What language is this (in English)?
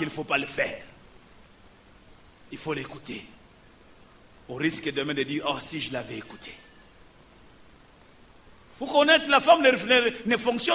French